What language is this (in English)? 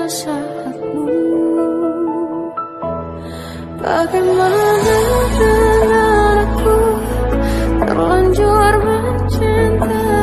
Indonesian